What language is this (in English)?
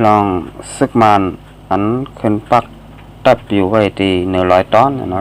Shan